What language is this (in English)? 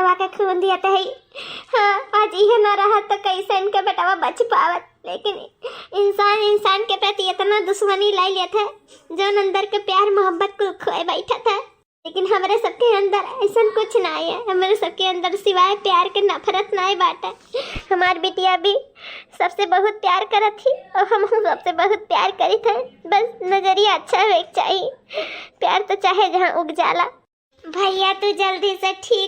Awadhi